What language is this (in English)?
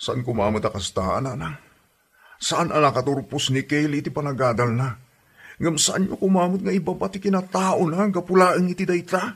Iloko